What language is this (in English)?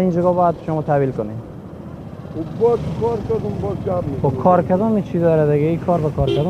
Persian